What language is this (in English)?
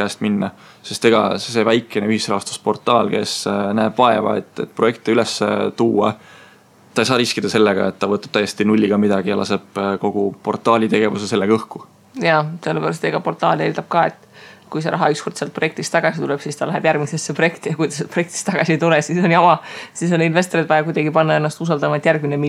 Estonian